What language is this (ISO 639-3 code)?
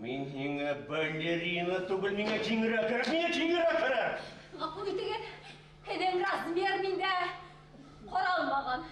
bak